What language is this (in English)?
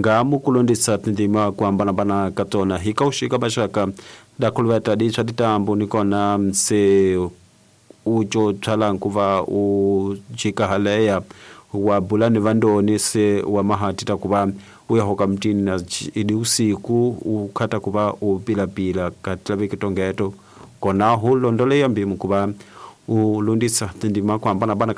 Tsonga